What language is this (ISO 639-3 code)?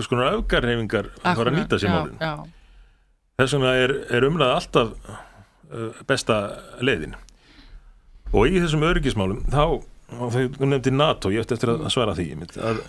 isl